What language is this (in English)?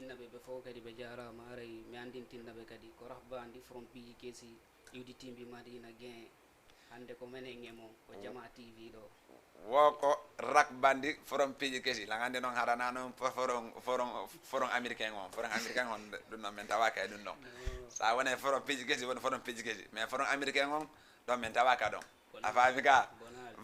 Fula